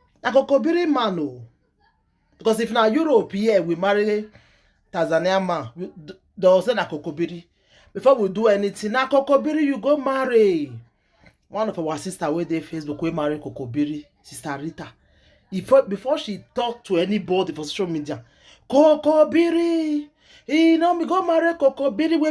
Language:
Nigerian Pidgin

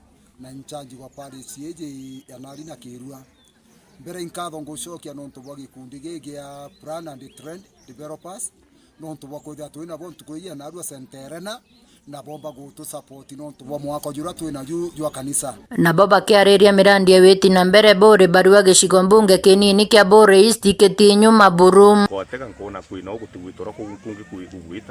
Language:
Meru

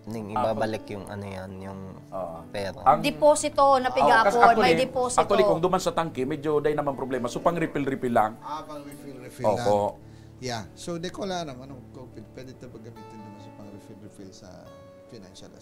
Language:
Bikol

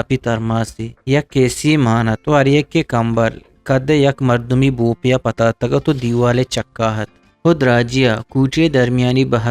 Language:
Eastern Balochi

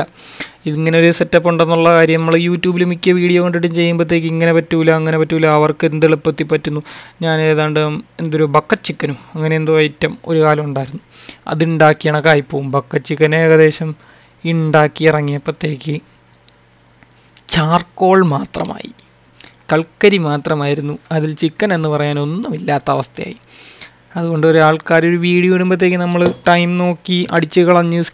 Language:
Malayalam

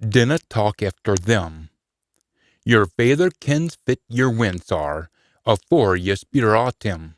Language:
Scots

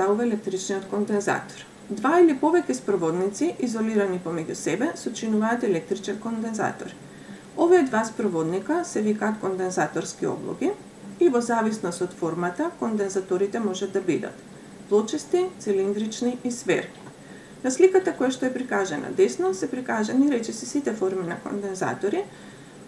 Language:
Macedonian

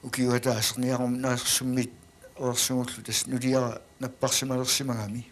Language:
Kalaallisut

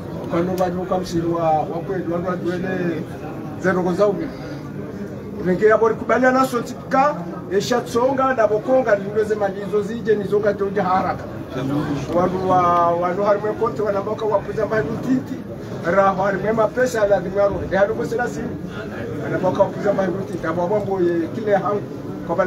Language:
Swahili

